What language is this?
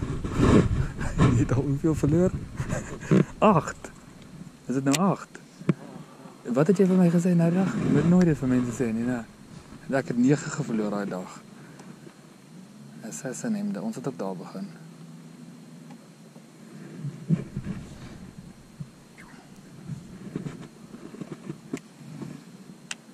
Afrikaans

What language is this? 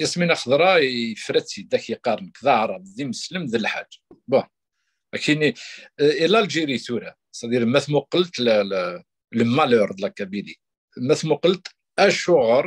Kabyle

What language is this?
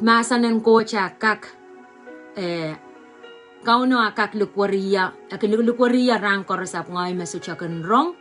Pohnpeian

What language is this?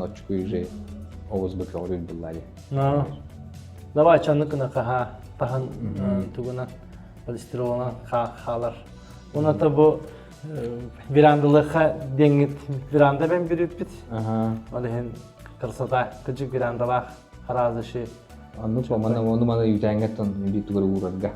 Yakut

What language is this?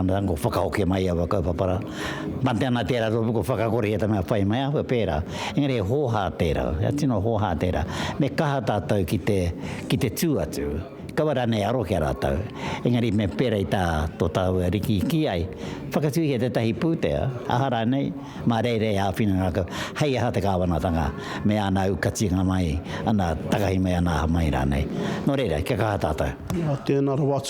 Māori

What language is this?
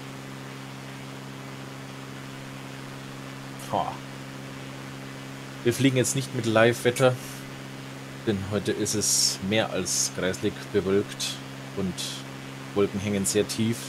German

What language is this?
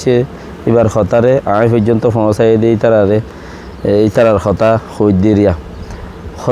Rohingya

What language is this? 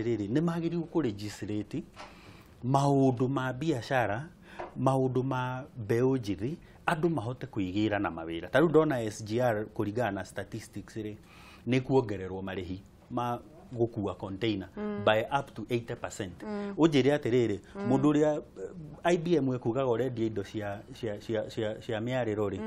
Kikuyu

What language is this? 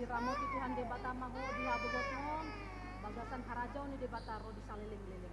Batak Toba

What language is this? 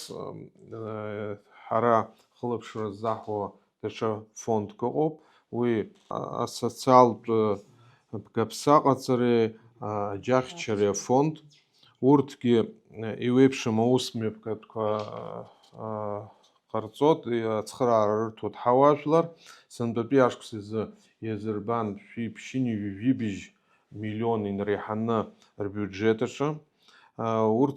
Abkhazian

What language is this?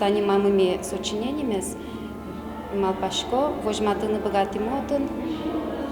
Udmurt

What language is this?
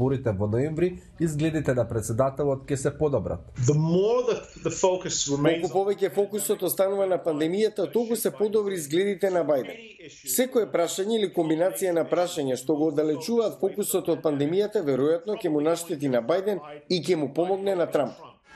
Macedonian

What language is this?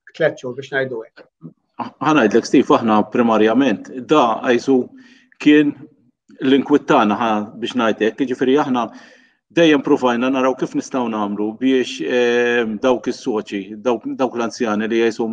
Maltese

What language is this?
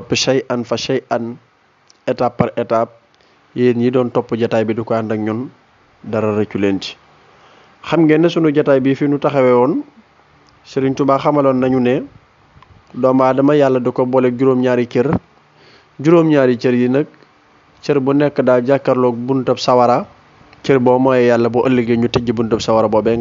Wolof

